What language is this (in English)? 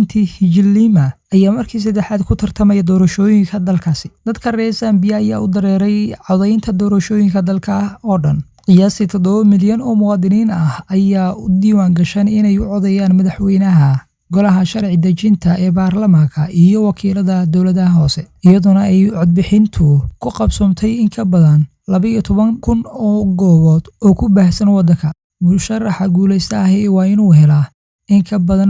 Somali